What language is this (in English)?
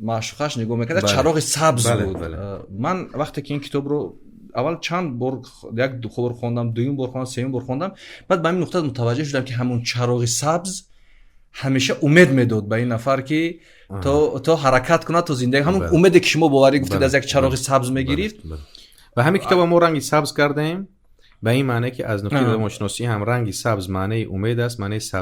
Tajik